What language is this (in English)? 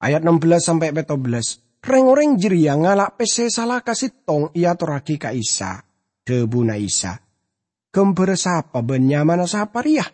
Madurese